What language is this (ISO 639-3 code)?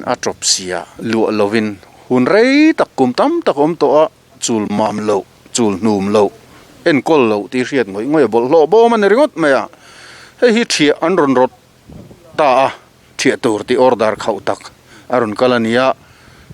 lus